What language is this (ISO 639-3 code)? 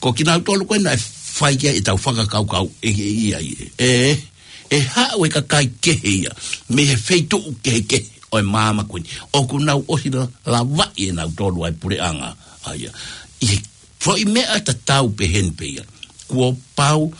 ton